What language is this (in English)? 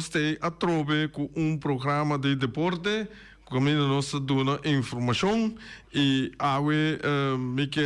Papiamento